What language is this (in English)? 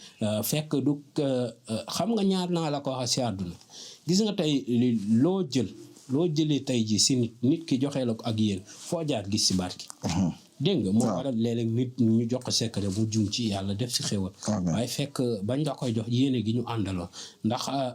Wolof